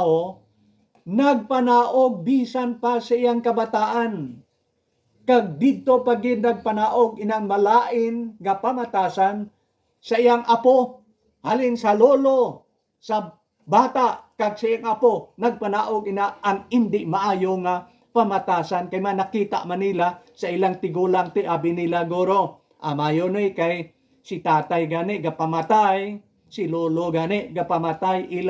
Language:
Hiligaynon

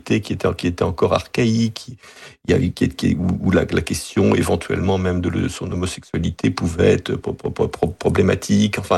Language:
French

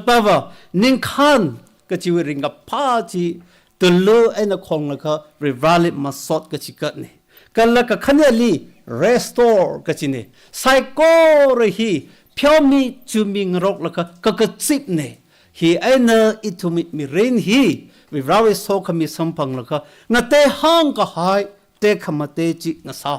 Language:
Tangkhul Naga (India)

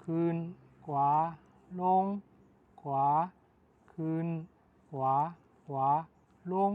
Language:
Shan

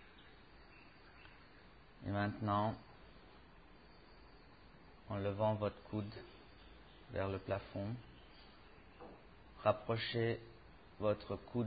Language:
French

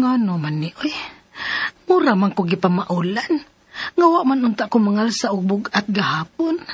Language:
Cebuano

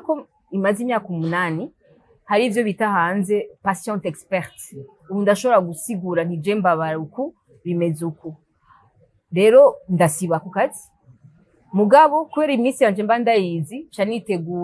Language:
Rundi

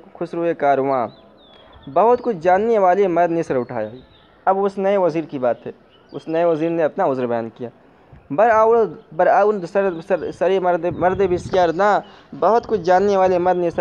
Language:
Urdu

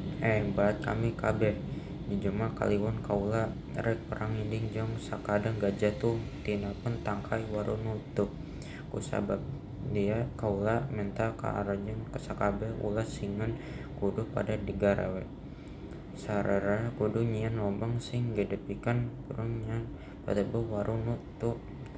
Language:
Sundanese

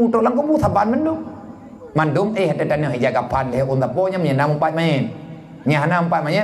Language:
Achinese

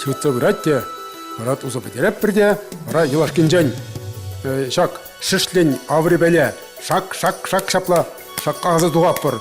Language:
Chuvash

